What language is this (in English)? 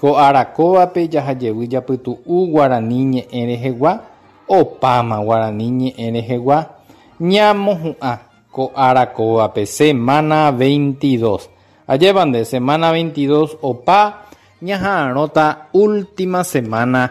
Guarani